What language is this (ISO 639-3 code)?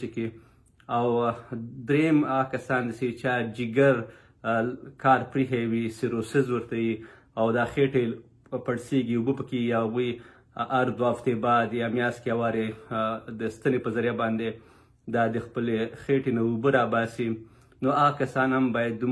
pus